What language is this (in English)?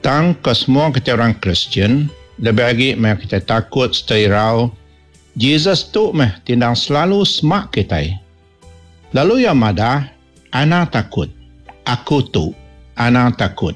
Iban